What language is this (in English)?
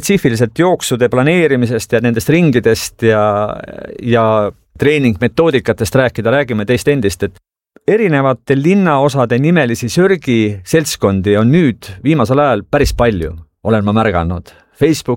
Estonian